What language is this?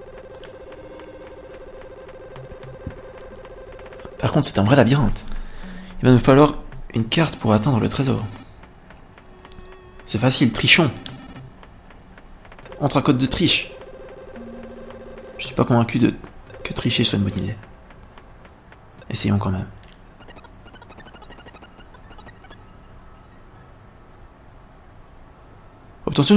French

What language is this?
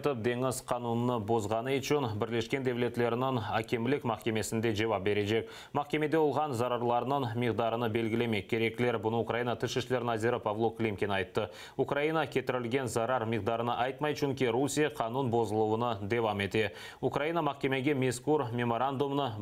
Crimean Tatar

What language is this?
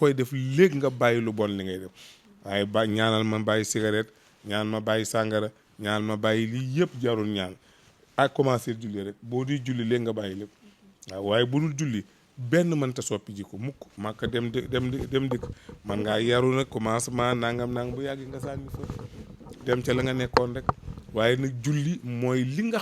Wolof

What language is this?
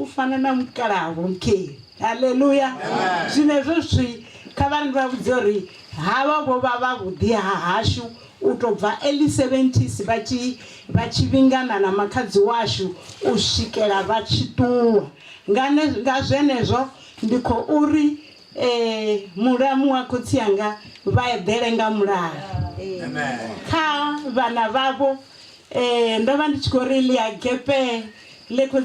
Venda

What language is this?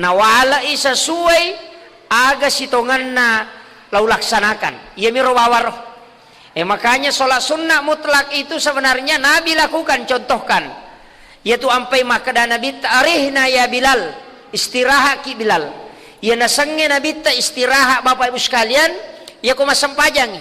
Buginese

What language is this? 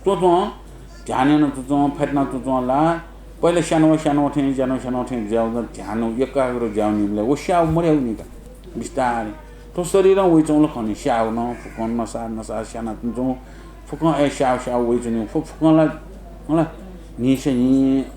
Newari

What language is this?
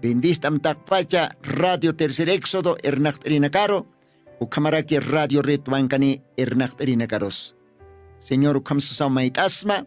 Aymara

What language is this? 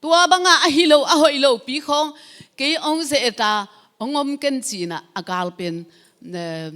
Tedim Chin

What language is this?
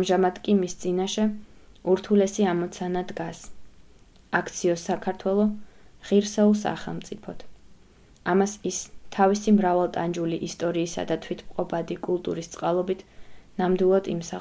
Georgian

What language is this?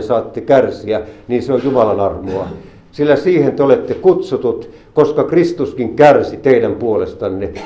Finnish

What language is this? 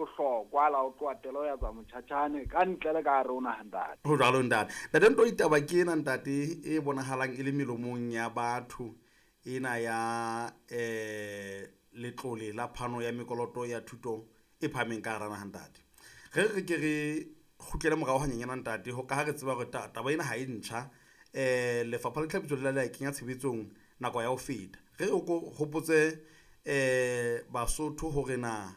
Southern Sotho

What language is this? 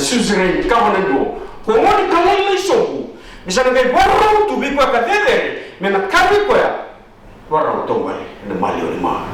Fijian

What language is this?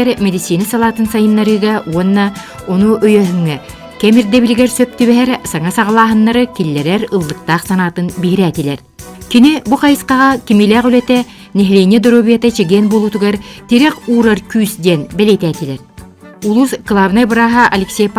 Yakut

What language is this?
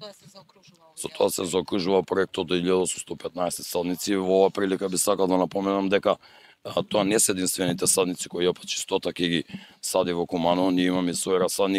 Macedonian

